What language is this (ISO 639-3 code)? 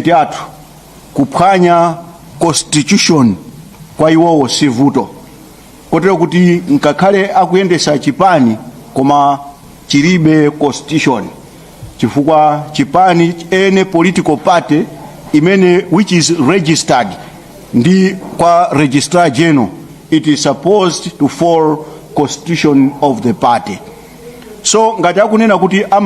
nya